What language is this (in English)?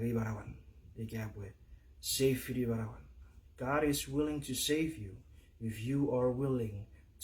Chuukese